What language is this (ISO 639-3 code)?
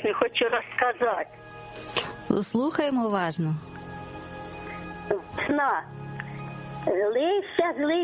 ukr